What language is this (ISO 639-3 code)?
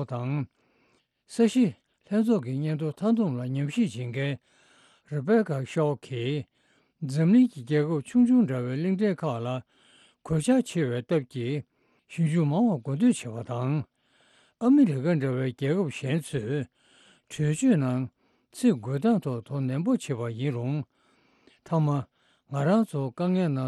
bod